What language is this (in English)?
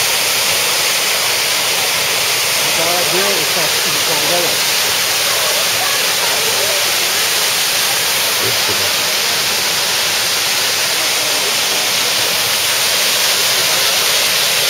Turkish